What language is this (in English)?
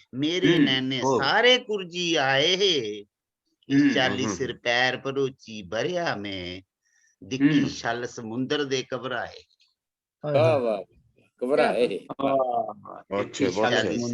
Dogri